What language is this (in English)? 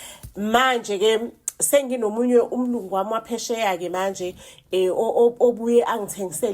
Zulu